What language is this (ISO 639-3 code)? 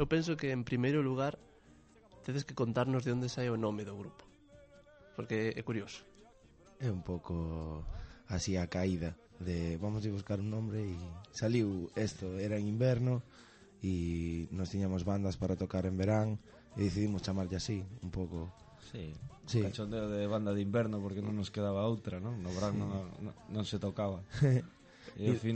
glg